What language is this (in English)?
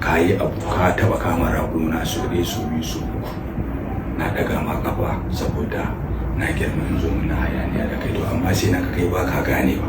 Hausa